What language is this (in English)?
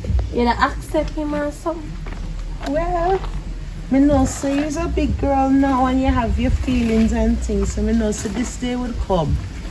Jamaican Creole English